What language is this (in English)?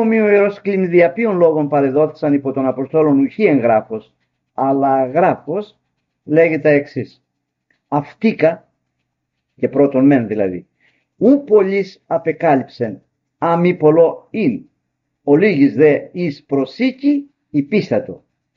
Greek